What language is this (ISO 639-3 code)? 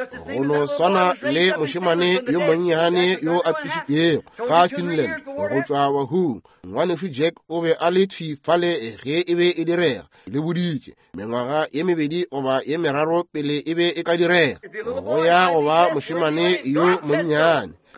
nso